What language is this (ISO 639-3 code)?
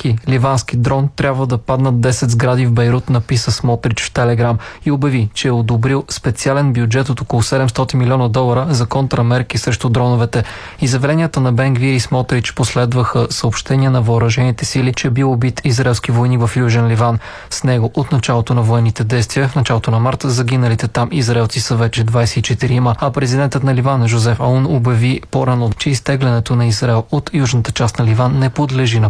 bul